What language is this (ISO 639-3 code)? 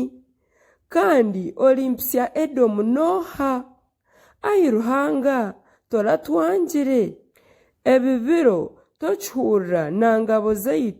nyn